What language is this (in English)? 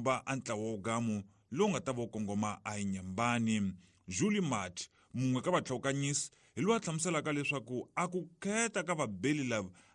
Tsonga